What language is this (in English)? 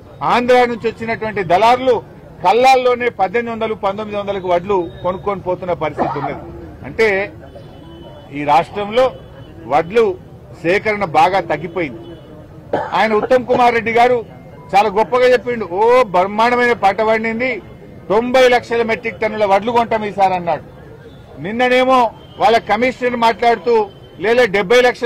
Telugu